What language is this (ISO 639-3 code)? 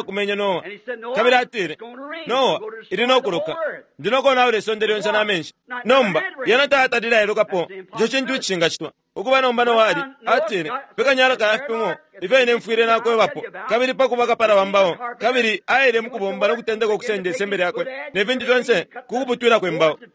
bem